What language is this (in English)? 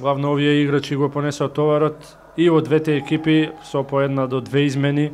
Macedonian